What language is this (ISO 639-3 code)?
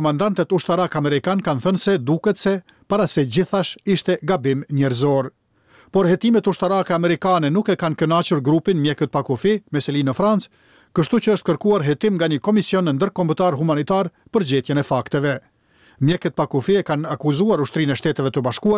sqi